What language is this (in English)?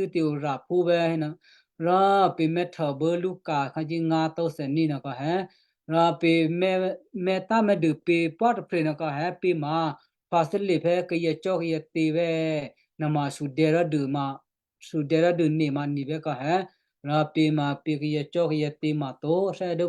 Western Kayah